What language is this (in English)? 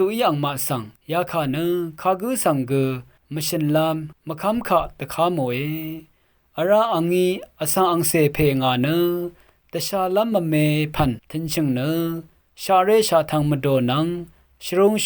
Rawang